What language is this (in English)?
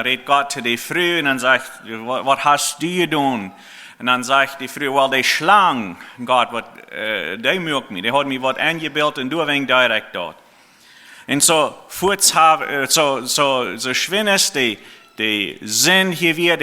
Plautdietsch